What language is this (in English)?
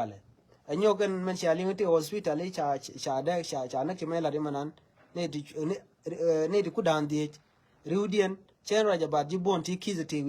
Nuer